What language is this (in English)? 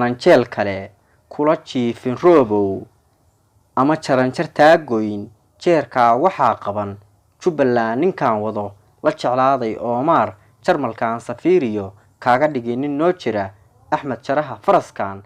Somali